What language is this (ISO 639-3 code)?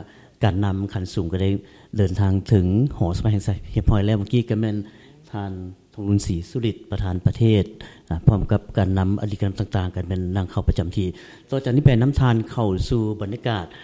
lao